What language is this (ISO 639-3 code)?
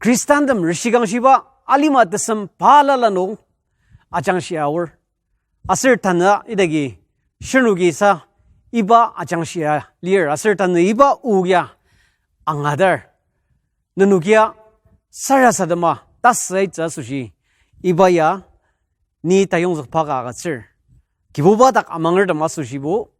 njo